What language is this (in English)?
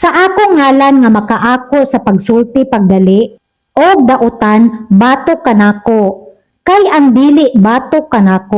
Cebuano